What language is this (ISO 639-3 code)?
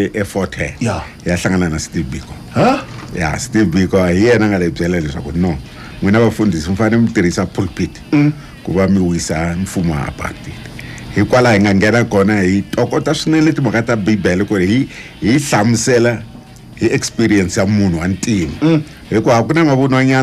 tso